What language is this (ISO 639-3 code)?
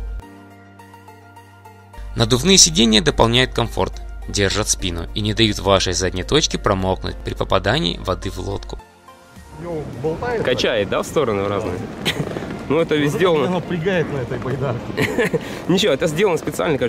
rus